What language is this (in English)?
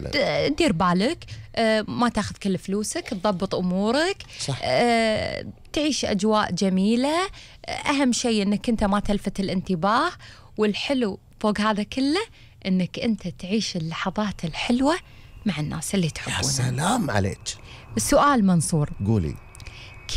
Gulf Arabic